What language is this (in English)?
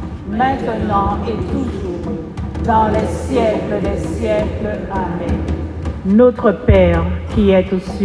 French